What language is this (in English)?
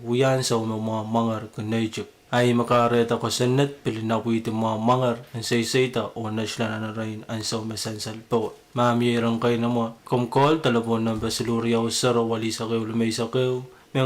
Pohnpeian